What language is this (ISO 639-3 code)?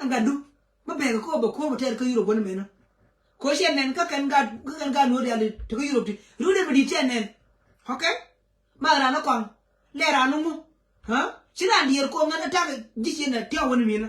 nus